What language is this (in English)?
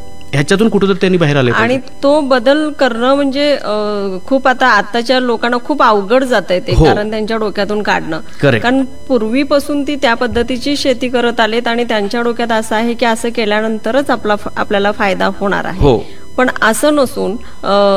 Marathi